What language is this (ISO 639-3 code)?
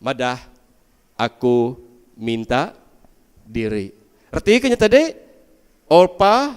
iba